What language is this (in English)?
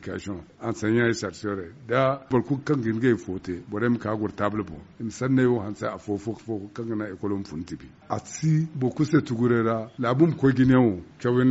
Zarma